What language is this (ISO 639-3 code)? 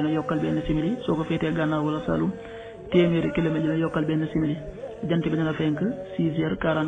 wol